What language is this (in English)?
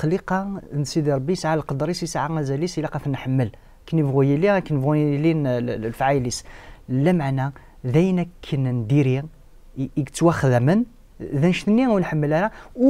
Kabyle